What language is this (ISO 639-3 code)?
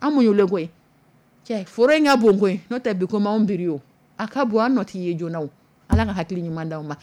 dyu